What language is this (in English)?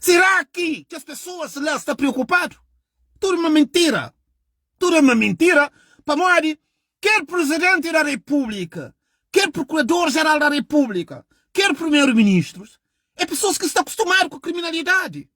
Kabuverdianu